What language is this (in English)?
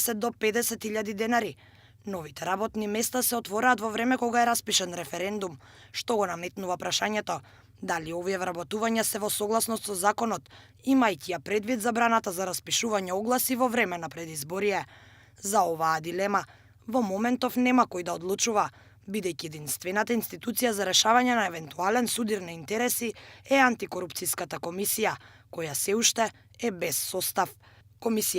Macedonian